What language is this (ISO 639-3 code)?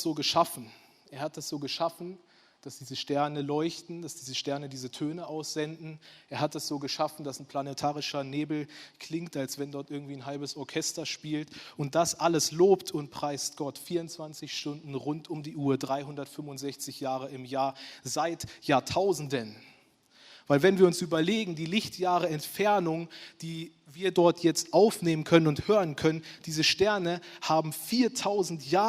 gsw